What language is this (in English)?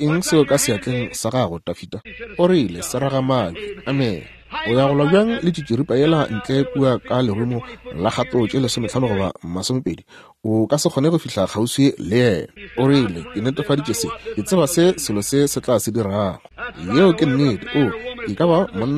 Northern Sotho